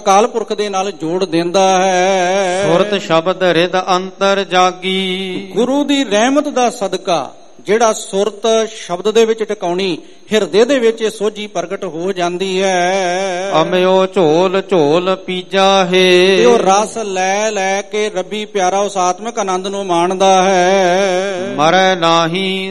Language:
Punjabi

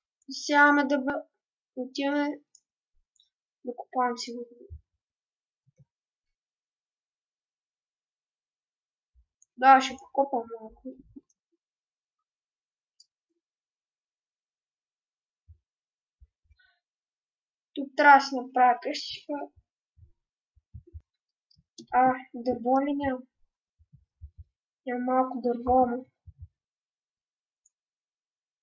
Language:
Bulgarian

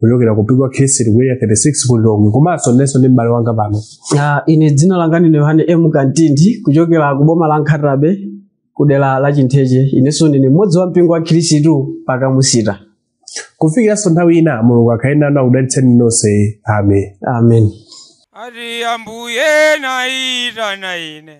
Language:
Nyanja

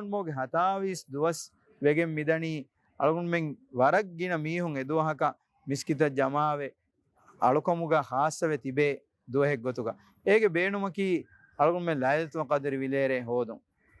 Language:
Divehi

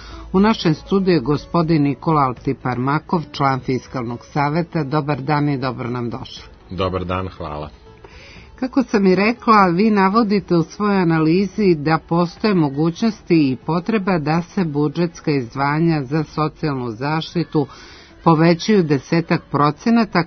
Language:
Serbian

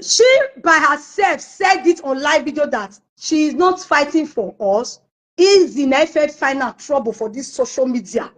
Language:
Nigerian Pidgin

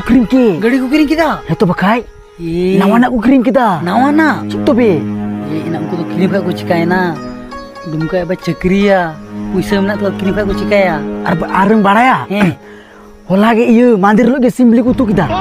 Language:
Santali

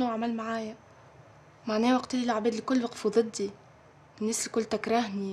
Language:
Tunisian Arabic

